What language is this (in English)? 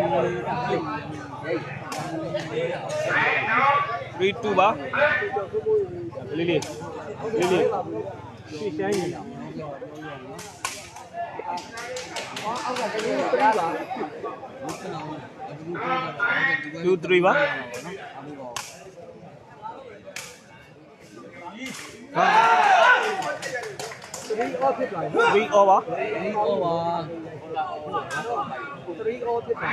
Burmese